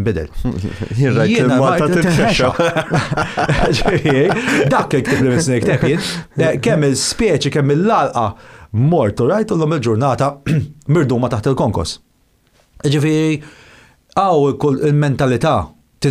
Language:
Maltese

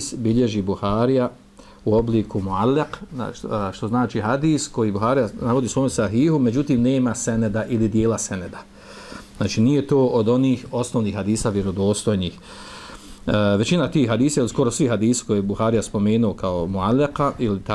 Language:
Bosnian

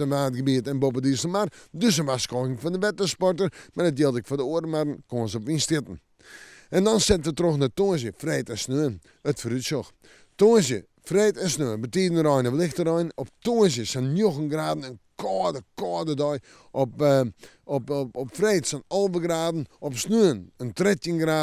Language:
Western Frisian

